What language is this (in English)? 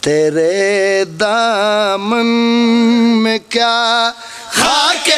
Pahari-Potwari